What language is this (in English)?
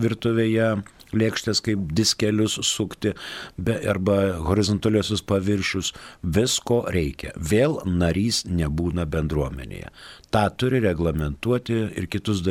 Lithuanian